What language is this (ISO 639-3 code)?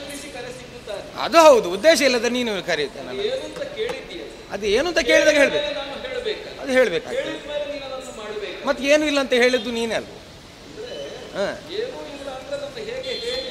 kan